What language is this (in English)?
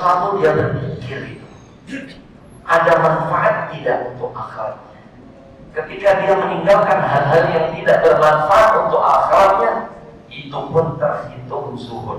Indonesian